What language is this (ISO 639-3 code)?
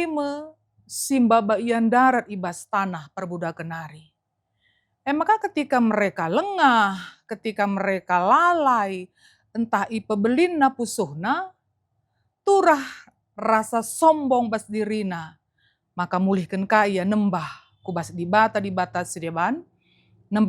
btx